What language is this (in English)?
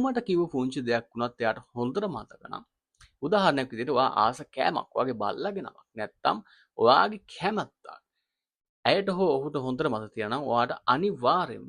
Sinhala